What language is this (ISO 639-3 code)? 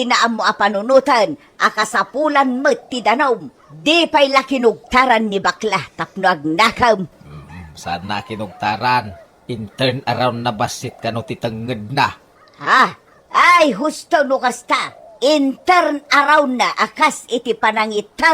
ilo